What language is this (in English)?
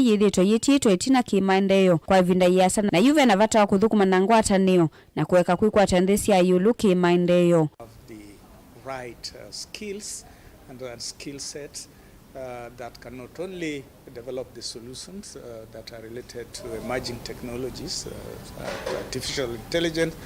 Kamba